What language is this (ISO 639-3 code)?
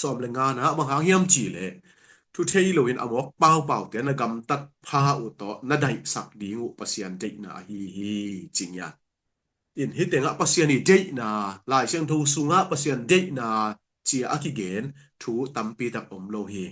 ctd